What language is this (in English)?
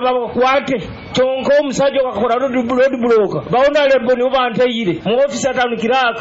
Nyoro